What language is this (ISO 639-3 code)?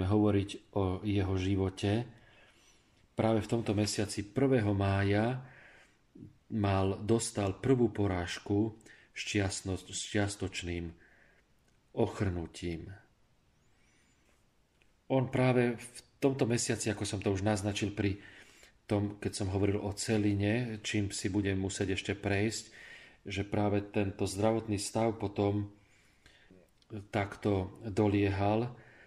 slk